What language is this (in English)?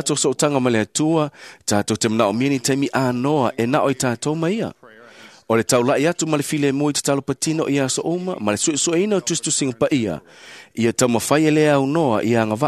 Samoan